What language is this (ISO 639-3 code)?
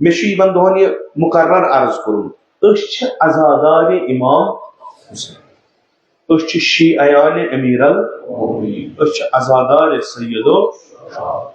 kas